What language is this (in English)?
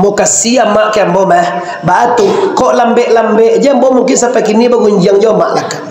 Minangkabau